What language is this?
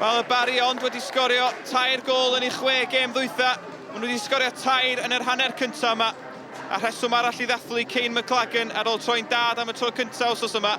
Welsh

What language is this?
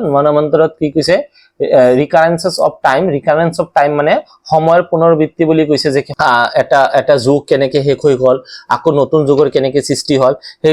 Assamese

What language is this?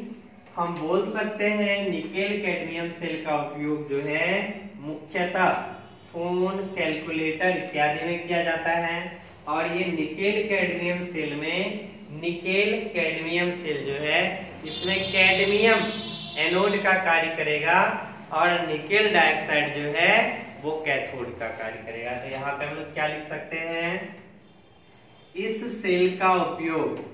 Hindi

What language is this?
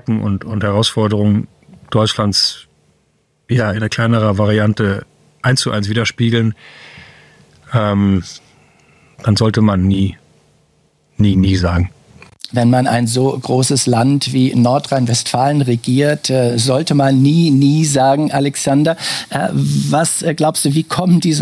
German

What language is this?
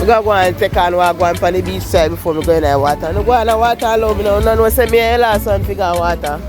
Jamaican Creole English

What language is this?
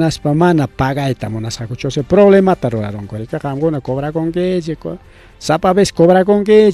Ayacucho Quechua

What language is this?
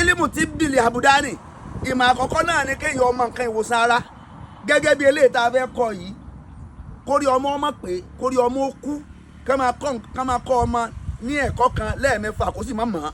Yoruba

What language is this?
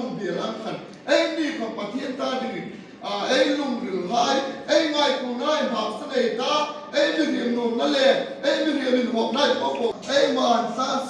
Hmar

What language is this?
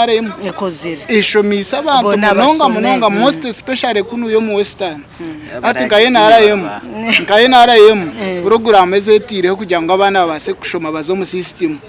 Nyankole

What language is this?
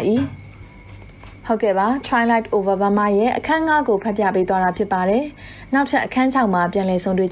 Burmese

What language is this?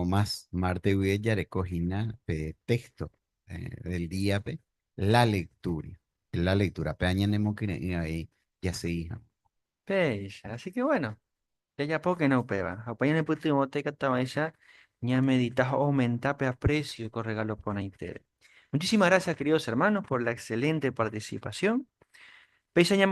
Guarani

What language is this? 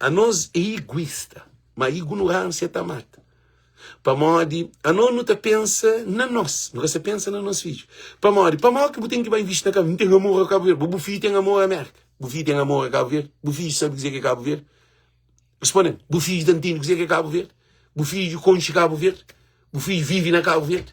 Kabuverdianu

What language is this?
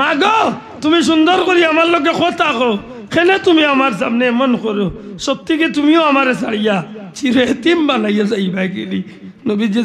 Sylheti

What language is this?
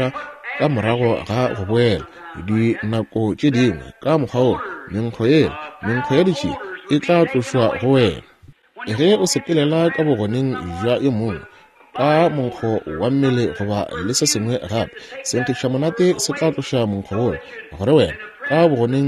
Northern Sotho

